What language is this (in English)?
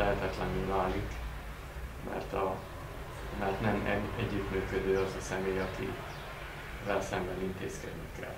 Hungarian